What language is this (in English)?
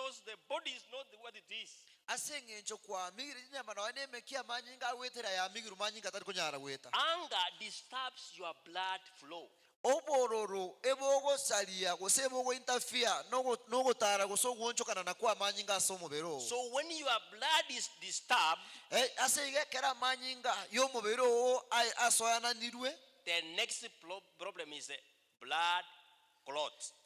Gusii